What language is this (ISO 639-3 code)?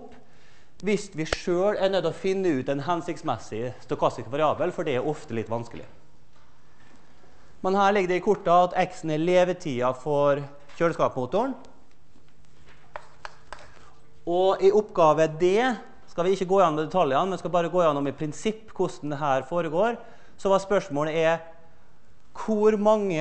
nor